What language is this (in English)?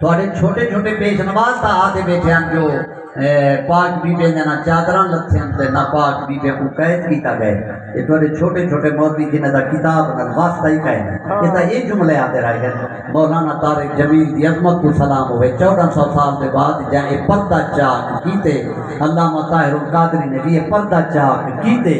Saraiki